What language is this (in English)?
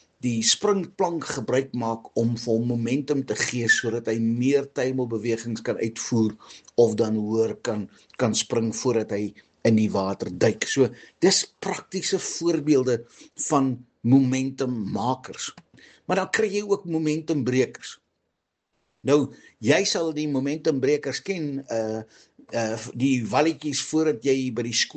Afrikaans